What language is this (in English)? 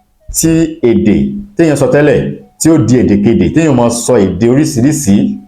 Yoruba